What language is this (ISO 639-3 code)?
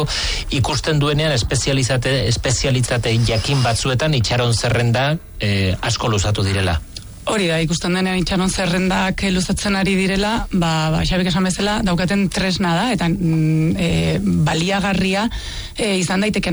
eus